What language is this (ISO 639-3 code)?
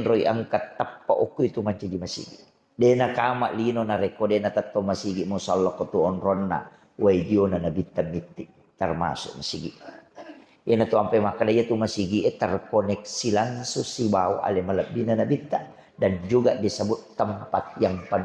bug